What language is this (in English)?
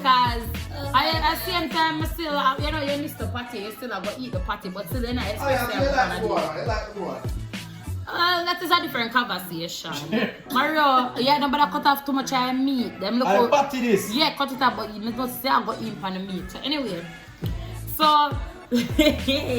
Jamaican Creole English